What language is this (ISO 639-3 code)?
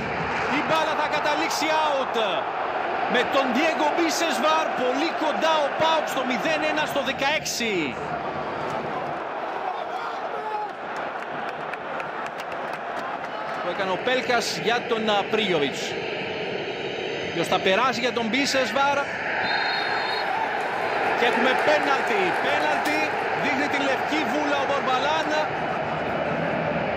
ell